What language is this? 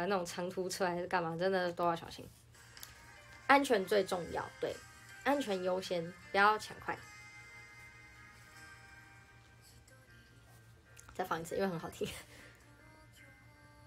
Chinese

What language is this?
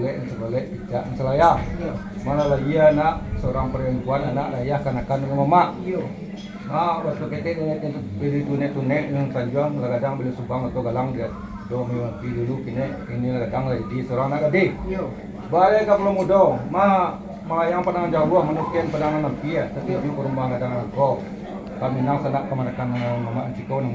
Minangkabau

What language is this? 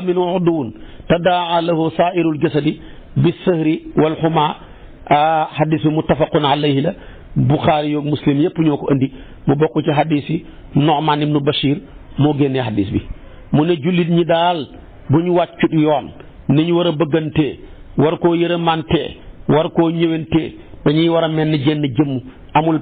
Wolof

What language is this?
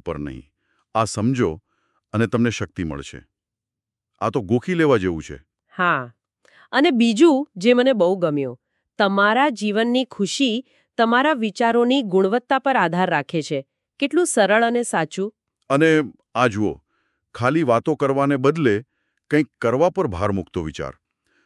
Gujarati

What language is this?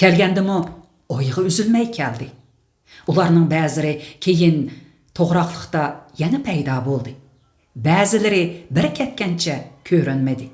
Uyghur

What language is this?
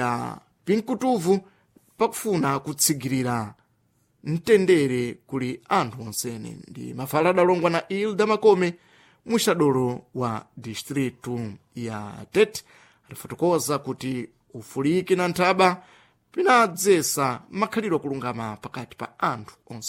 Sena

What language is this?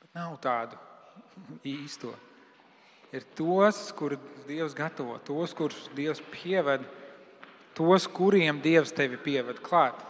Latvian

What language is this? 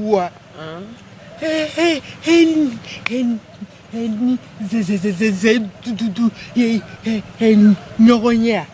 Bambara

